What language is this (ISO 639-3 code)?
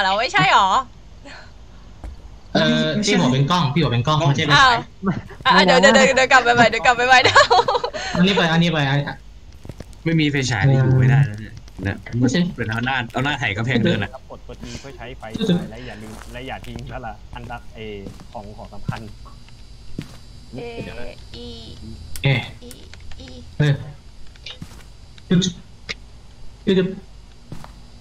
tha